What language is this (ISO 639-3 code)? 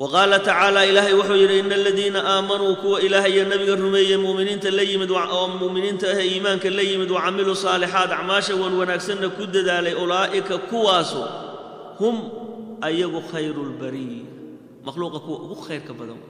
som